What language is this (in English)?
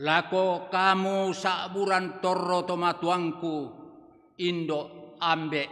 Toraja-Sa'dan